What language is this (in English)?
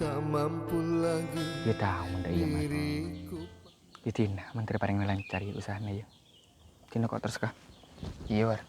Madurese